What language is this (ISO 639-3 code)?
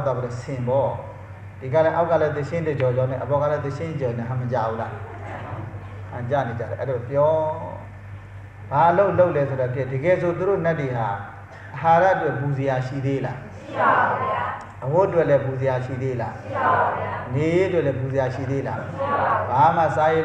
mya